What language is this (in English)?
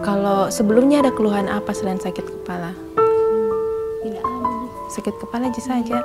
Makassar Malay